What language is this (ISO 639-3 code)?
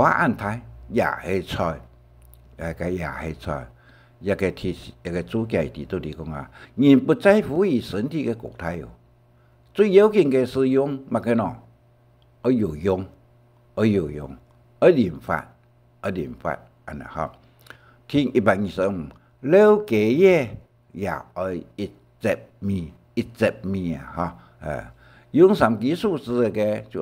hak